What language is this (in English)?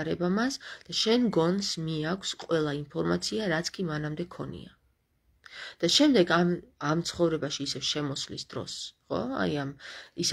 Georgian